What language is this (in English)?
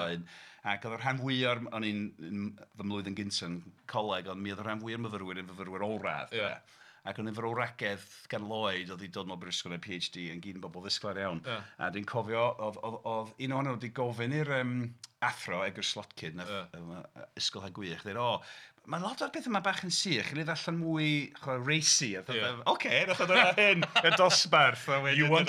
Welsh